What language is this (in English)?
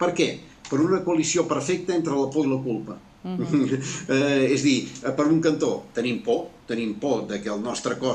Catalan